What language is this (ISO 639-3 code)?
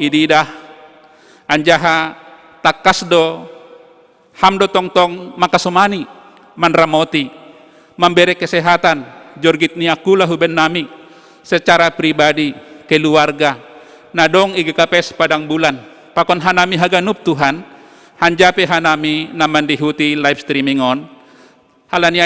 bts